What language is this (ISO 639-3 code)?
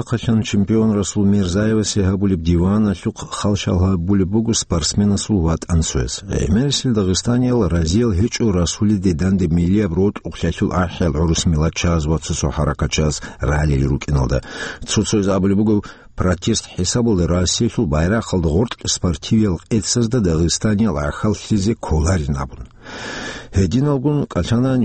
ava